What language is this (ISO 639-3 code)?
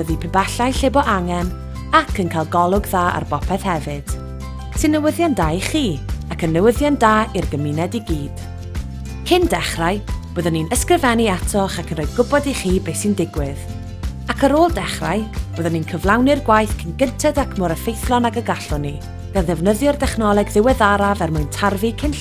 cym